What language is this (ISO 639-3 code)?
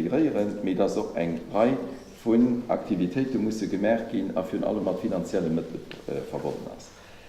ltz